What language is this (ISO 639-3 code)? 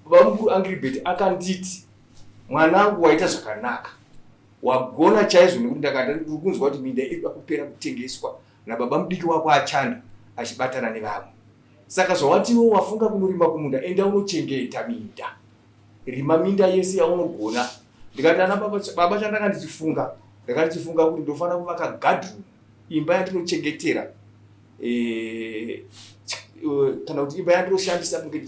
sna